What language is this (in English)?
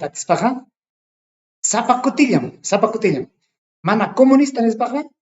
Ayacucho Quechua